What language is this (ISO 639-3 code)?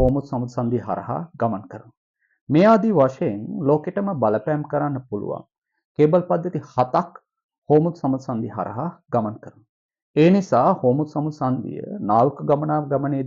sin